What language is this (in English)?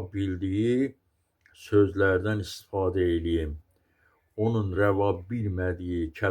Azerbaijani